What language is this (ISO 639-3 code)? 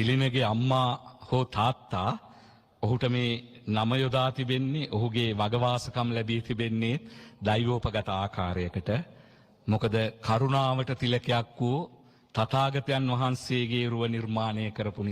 sin